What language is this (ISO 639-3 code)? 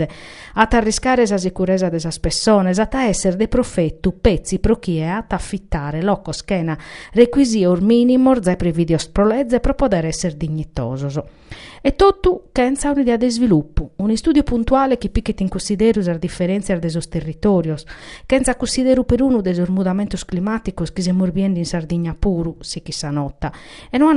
srd